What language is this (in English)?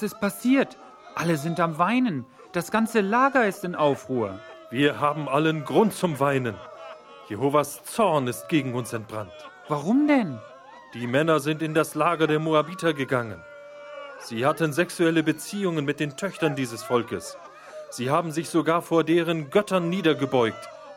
German